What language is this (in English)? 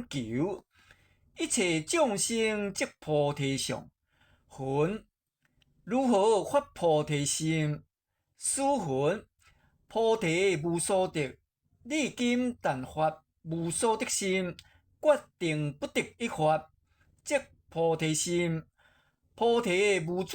Min Nan Chinese